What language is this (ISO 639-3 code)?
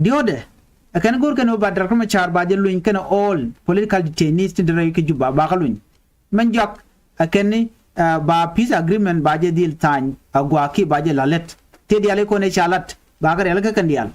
nus